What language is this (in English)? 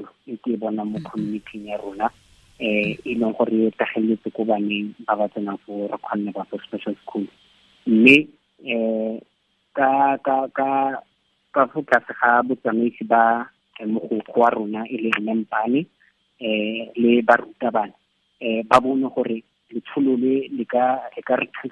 Tswana